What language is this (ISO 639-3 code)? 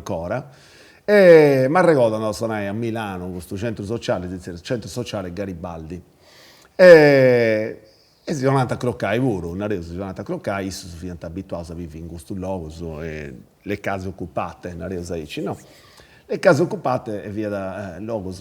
srd